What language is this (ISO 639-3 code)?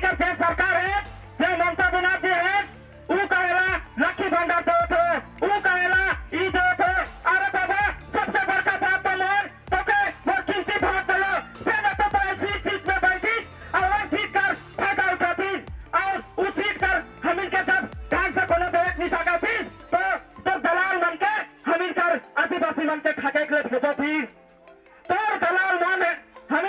sck